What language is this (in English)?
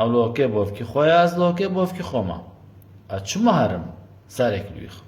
Kurdish